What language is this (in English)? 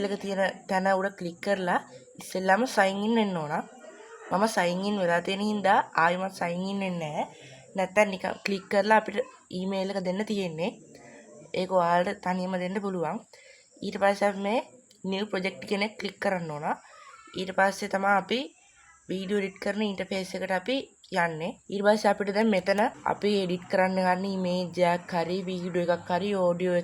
Sinhala